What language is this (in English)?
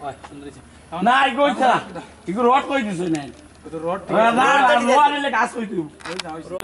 Sylheti